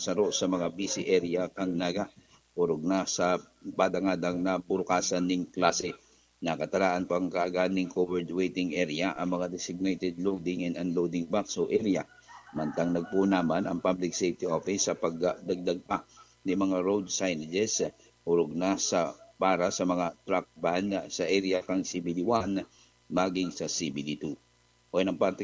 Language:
Bikol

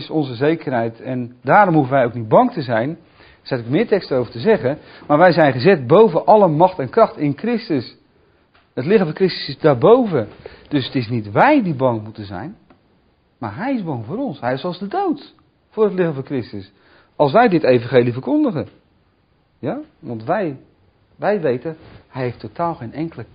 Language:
Dutch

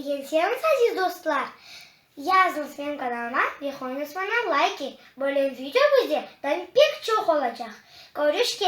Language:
Crimean Tatar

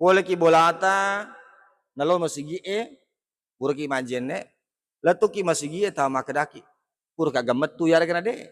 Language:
Buginese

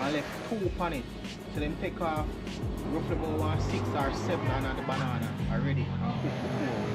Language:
Jamaican Creole English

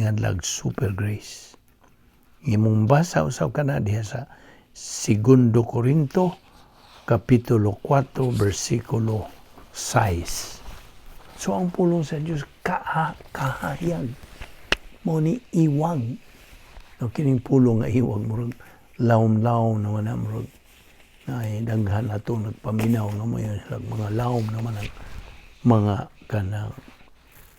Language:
Cebuano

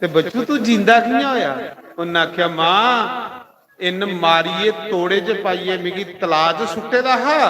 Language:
Dogri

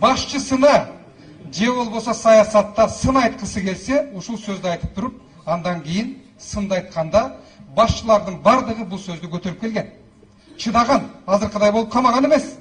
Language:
Kyrgyz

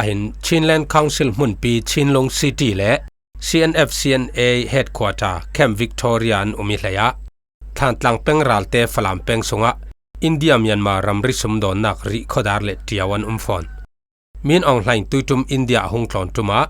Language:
Falam Chin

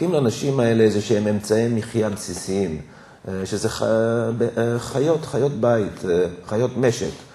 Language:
Hebrew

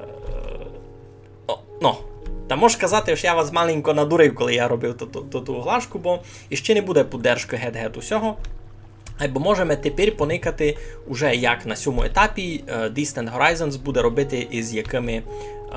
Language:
Rusyn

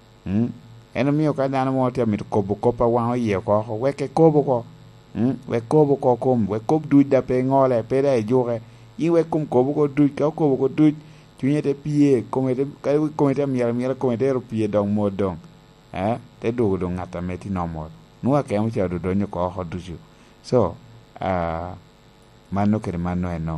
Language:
Lango (Uganda)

